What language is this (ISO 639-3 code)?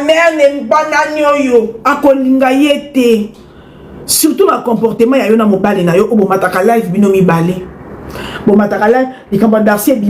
lin